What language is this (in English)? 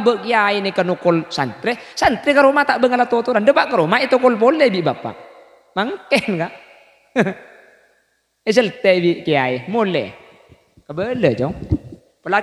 Madurese